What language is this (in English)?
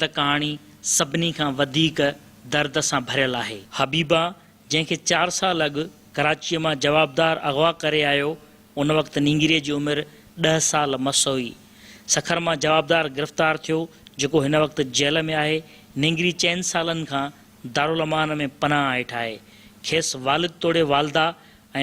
Sindhi